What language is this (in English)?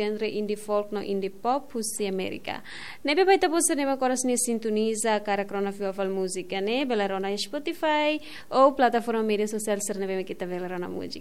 Tetum